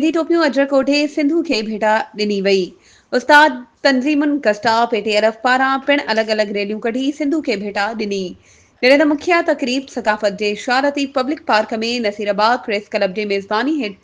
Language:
Sindhi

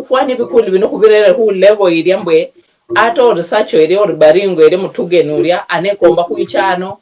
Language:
Luyia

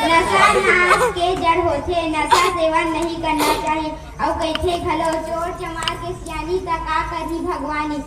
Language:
Chhattisgarhi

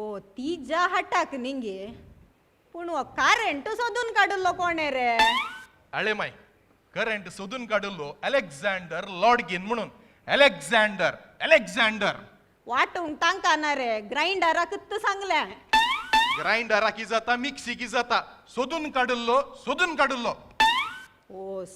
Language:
Konkani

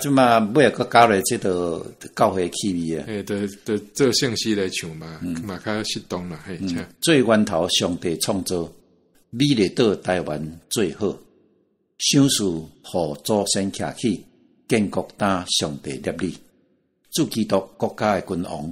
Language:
Min Nan Chinese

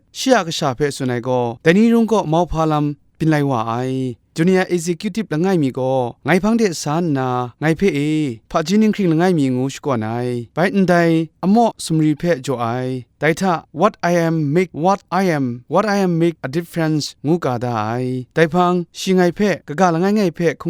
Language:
Kachin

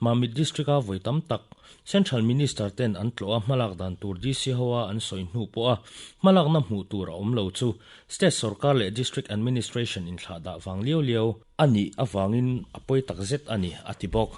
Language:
Mizo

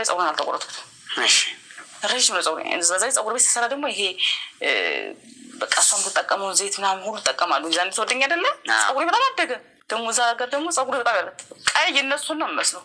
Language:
Amharic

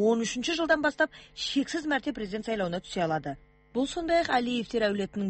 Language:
Kazakh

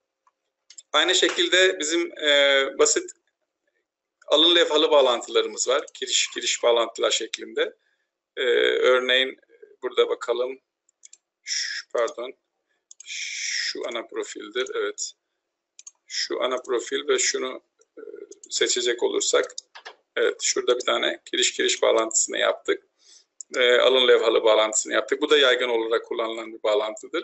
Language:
Turkish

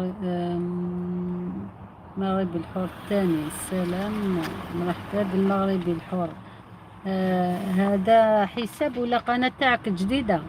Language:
Algerian Arabic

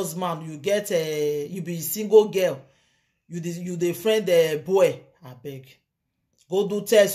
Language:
Nigerian Pidgin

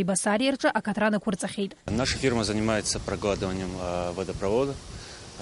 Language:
Abkhazian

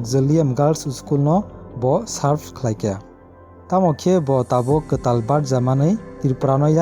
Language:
Kok Borok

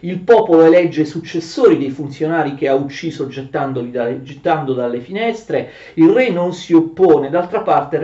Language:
Italian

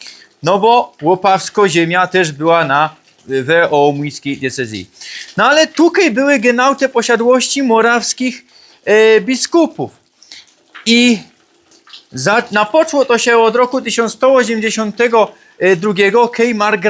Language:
Silesian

